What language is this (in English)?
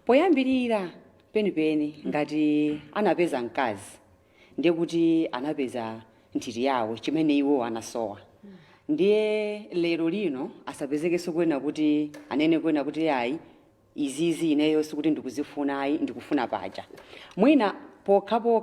Nyanja